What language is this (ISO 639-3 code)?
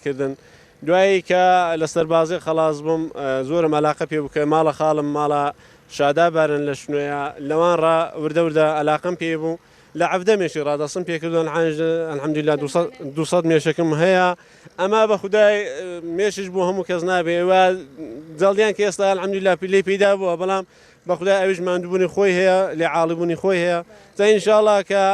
ckb